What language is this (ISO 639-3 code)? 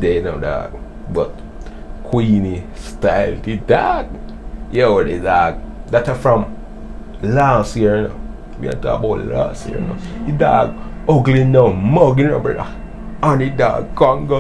jam